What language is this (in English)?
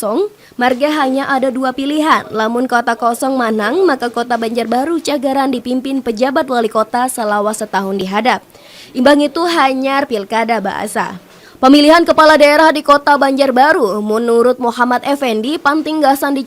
Banjar